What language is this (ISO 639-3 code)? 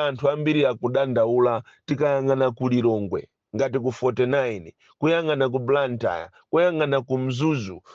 nya